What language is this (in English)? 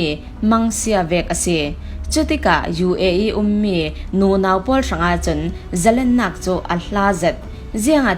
Falam Chin